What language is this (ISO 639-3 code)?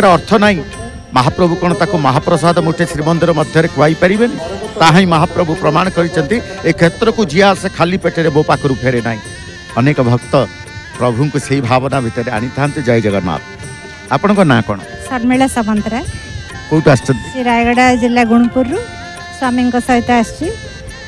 ori